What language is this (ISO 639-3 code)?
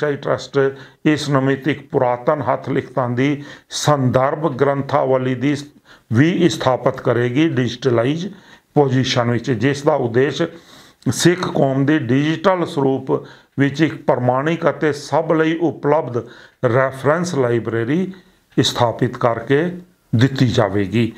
pan